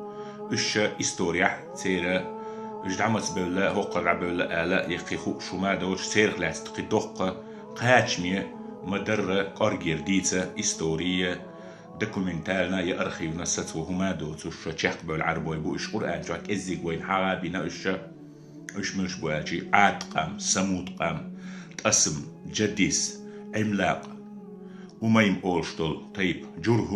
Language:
Chechen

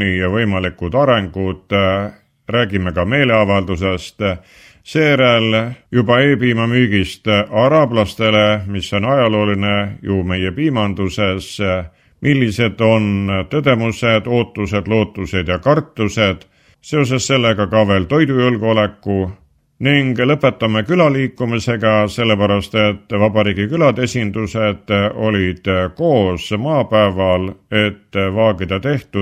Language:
Estonian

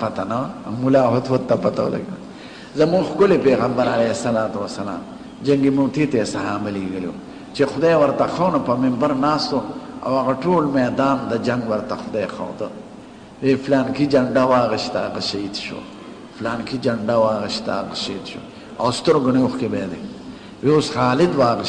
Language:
Pashto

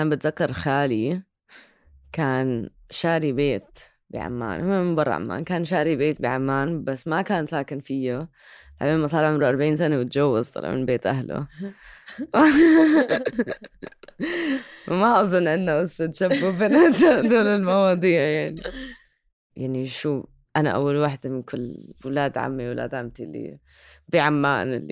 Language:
North Levantine Arabic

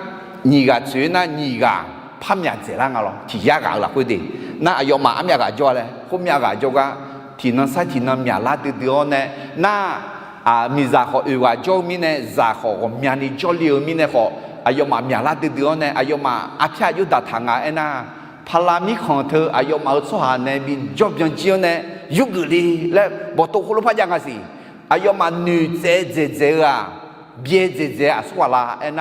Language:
Akha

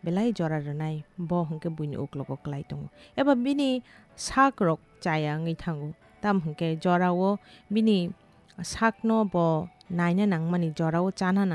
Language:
Kok Borok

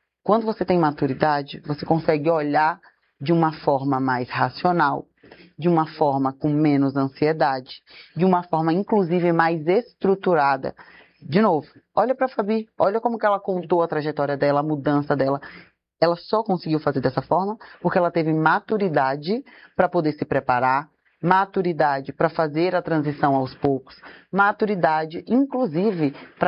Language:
Portuguese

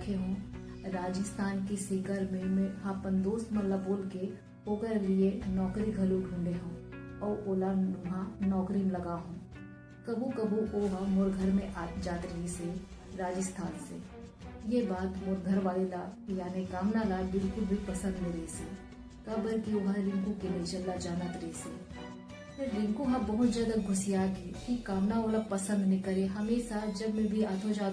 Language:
Chhattisgarhi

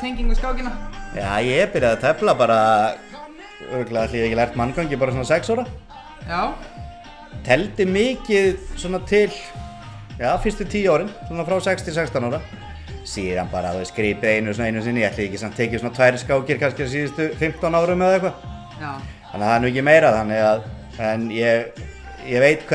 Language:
Icelandic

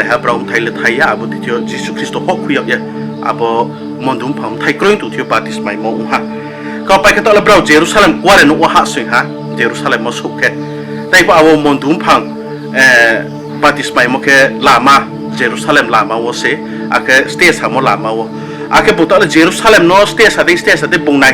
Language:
Riang (India)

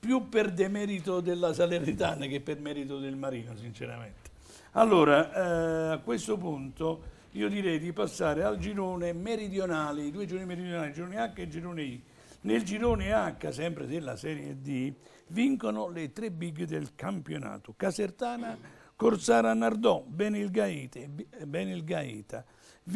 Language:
Italian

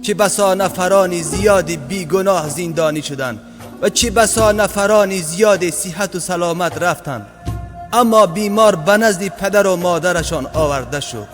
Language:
Tajik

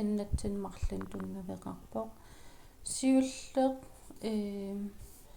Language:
Kalaallisut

